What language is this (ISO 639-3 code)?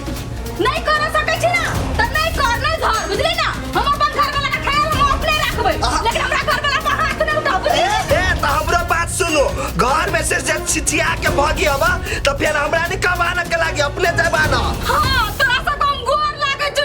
mai